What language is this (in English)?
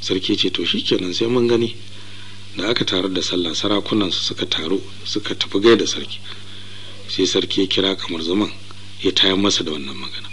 Hausa